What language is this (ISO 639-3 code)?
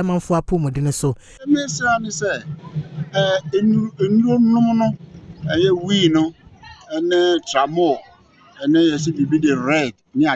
aka